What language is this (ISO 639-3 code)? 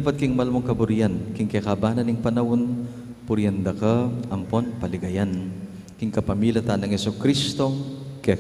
pam